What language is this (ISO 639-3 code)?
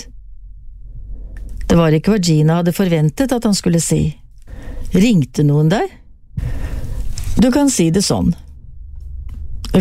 nor